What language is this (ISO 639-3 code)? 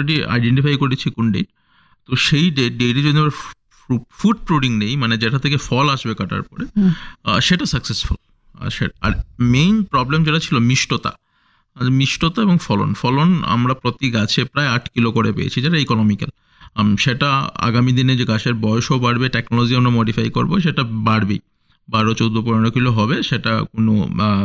ben